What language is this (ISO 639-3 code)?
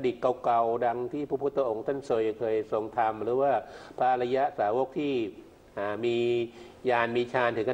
tha